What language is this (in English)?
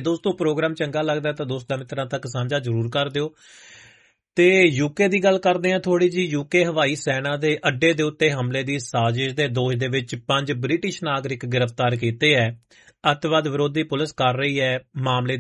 Punjabi